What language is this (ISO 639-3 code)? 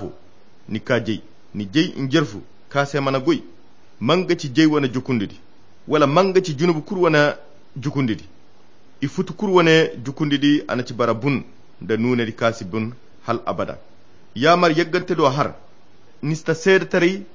khq